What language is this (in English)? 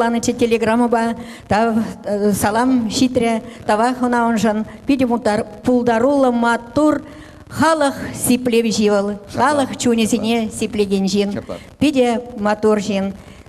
Chuvash